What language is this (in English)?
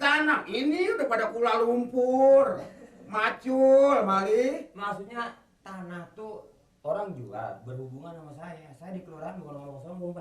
Betawi